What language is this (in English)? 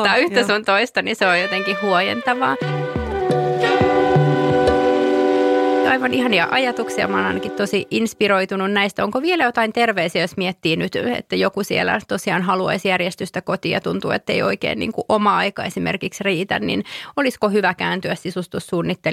Finnish